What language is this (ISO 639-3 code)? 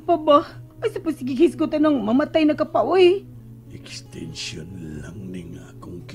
ceb